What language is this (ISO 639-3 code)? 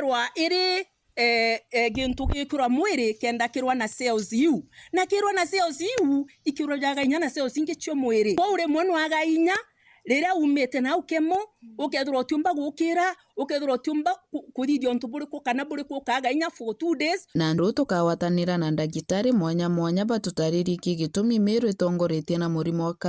mer